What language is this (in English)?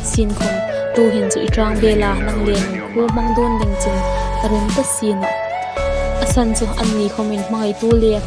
Hmar